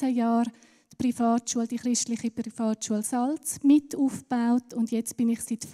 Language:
Swiss German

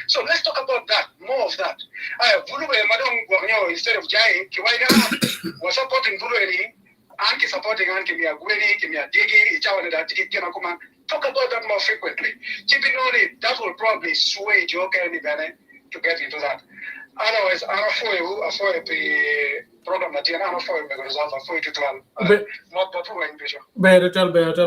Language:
Acoli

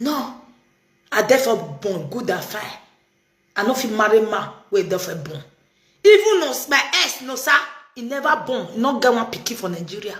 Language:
Nigerian Pidgin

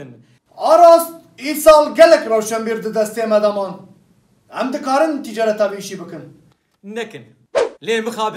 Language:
Kurdish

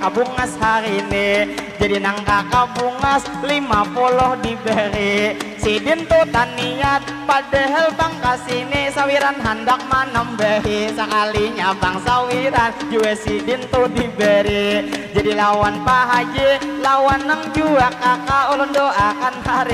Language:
Banjar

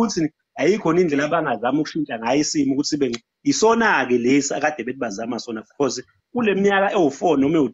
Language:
Zulu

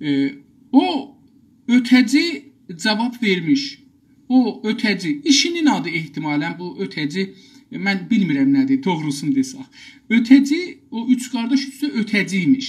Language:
South Azerbaijani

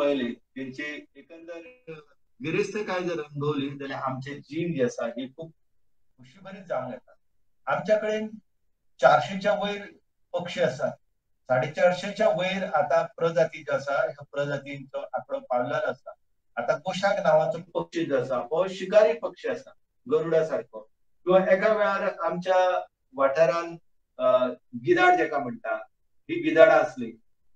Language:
Konkani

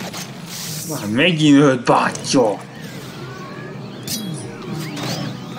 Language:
Hungarian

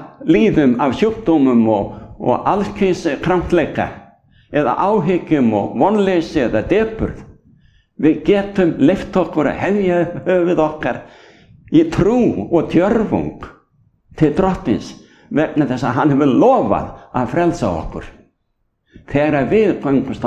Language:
Icelandic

